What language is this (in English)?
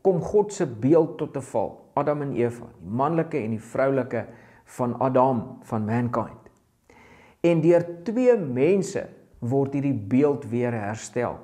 Afrikaans